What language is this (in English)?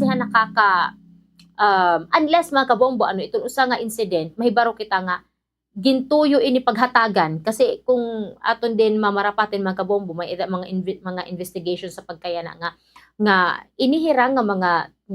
Waray